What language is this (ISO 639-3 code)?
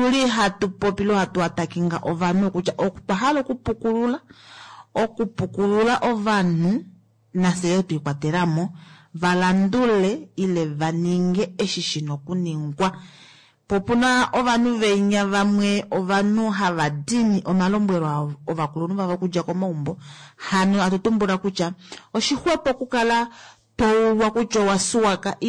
kua